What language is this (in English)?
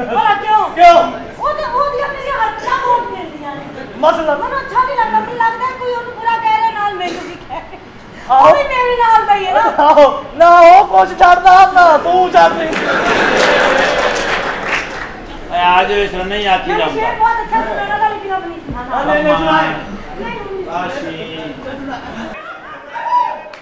Punjabi